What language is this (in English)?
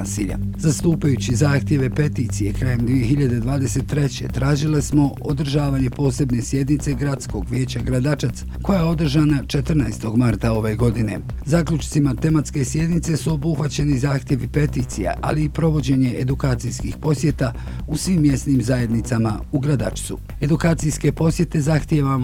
Bosnian